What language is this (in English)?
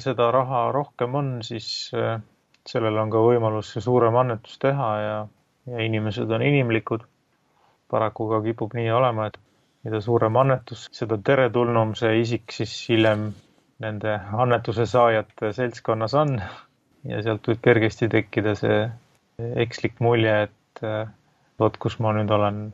Estonian